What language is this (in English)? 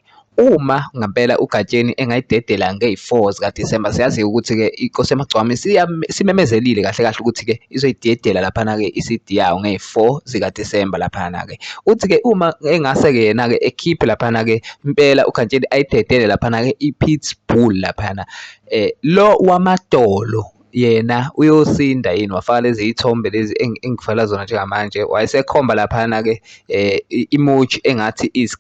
Zulu